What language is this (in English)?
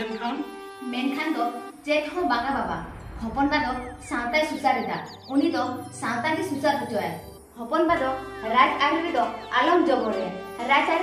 Santali